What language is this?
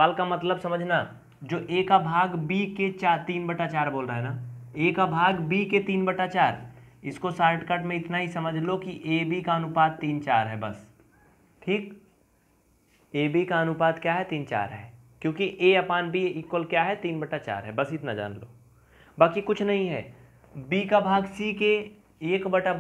Hindi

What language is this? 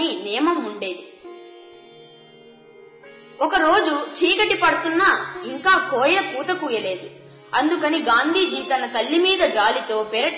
Telugu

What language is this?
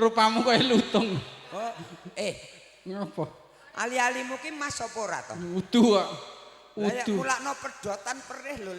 Javanese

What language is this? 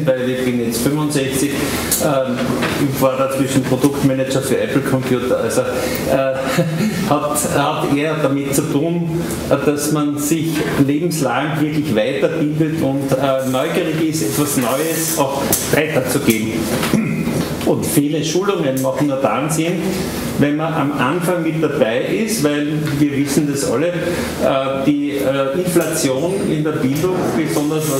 German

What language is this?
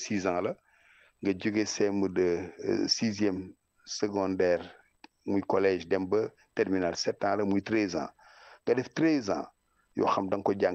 Wolof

